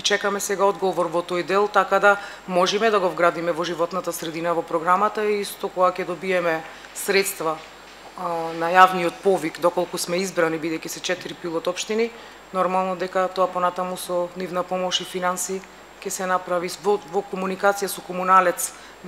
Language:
Macedonian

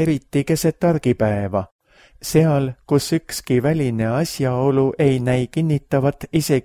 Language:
Estonian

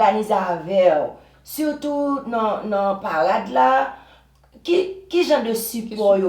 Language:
Haitian Creole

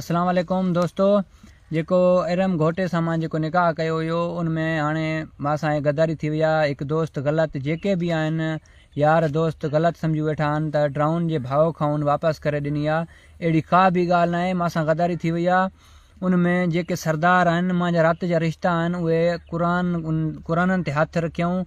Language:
Sindhi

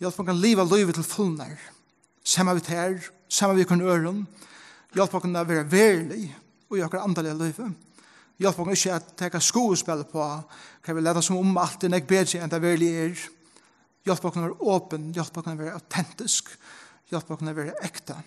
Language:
Faroese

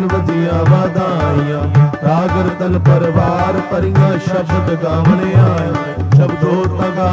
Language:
Punjabi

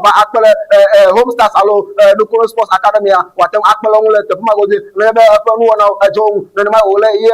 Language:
Ewe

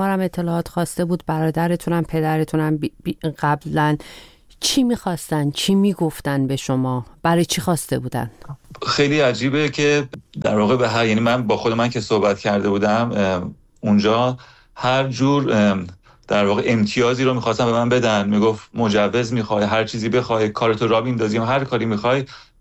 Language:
Persian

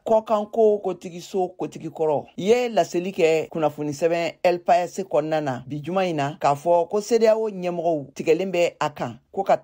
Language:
Bambara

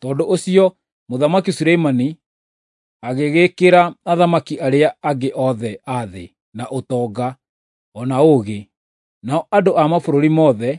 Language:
Kikuyu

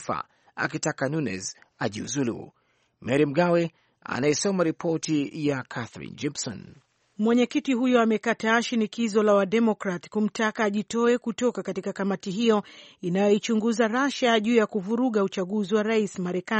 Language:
Swahili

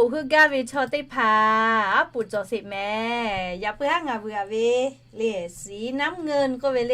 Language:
Lahu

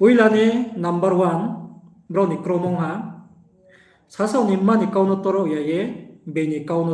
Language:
Riang (India)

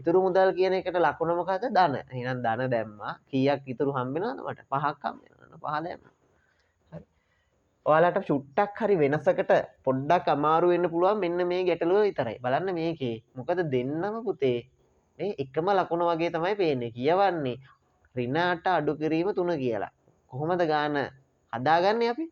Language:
Sinhala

